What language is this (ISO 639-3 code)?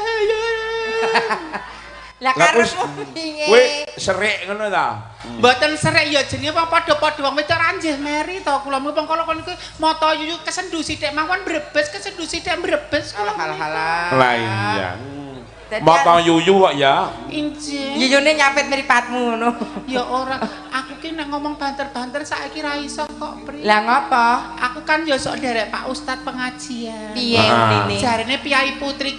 jav